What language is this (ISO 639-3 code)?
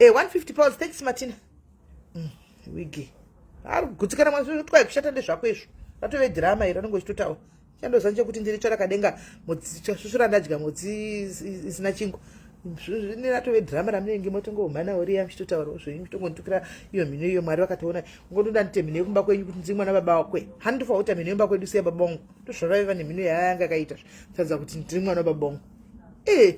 sna